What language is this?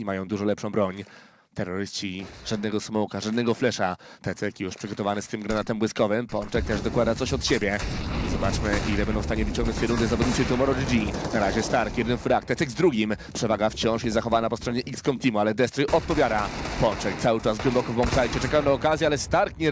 Polish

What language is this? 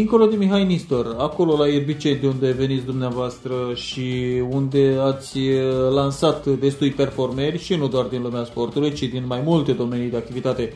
Romanian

